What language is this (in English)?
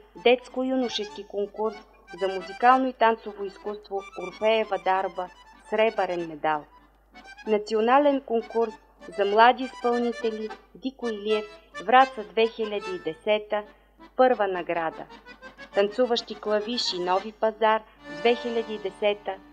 Bulgarian